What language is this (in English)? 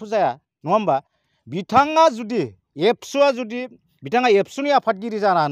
Bodo